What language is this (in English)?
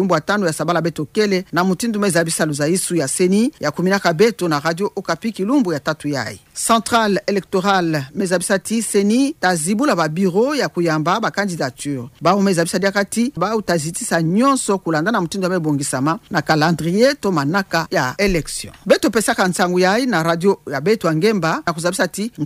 Kituba (Democratic Republic of Congo)